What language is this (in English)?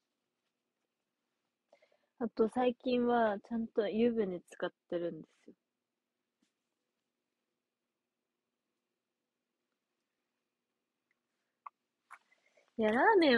Japanese